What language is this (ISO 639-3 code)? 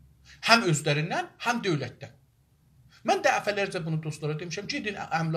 azb